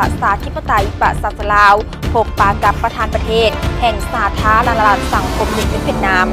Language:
Lao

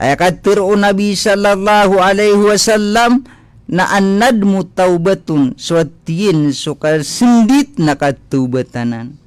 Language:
Maranao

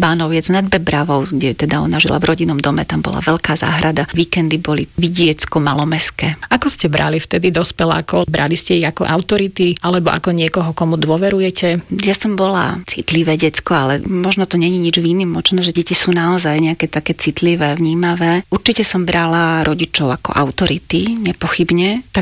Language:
Slovak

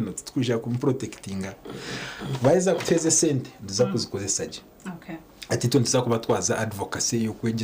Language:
Nyankole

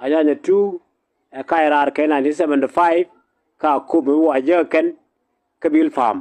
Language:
Nuer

